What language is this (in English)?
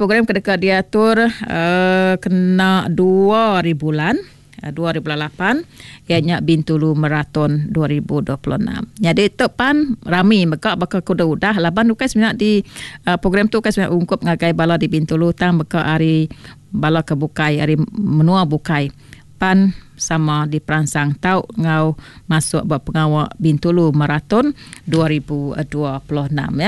Iban